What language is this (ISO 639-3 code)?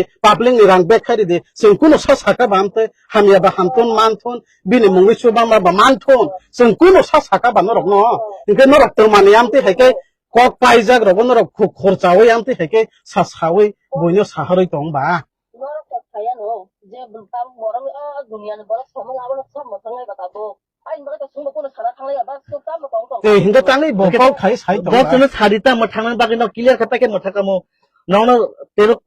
trp